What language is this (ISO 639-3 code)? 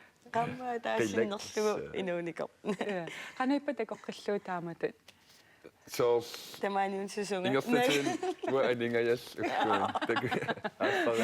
kal